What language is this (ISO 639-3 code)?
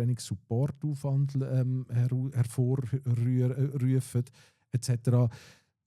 gsw